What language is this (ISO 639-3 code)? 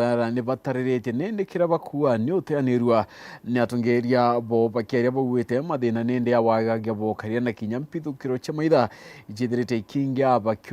mer